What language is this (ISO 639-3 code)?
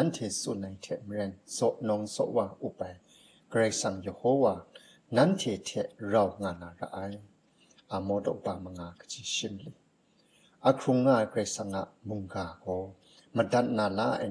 kac